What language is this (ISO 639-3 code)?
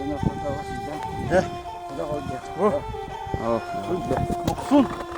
sah